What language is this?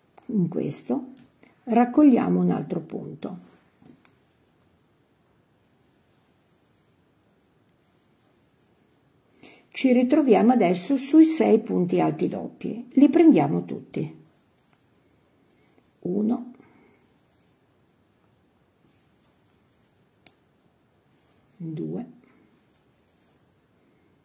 Italian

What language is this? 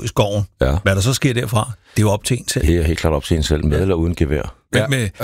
Danish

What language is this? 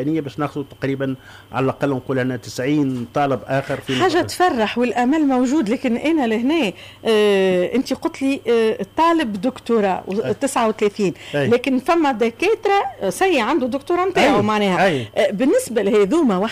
Tunisian Arabic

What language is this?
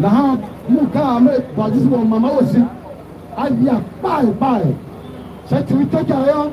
Tiv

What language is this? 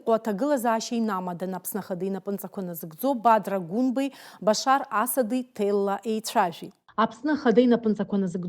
Abkhazian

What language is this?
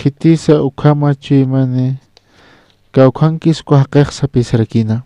Aymara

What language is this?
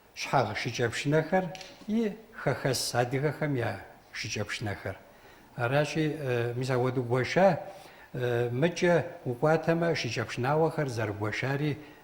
Kabardian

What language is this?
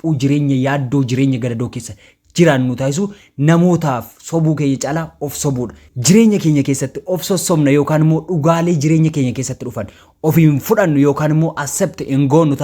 Oromo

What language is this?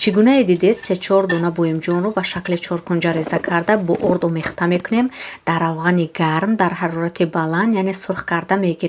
Tajik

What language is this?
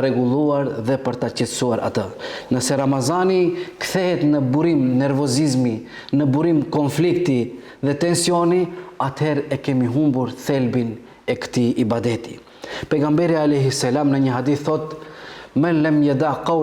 Albanian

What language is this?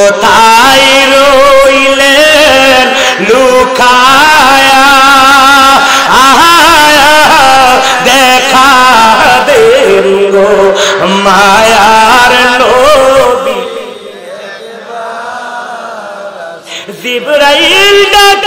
Bangla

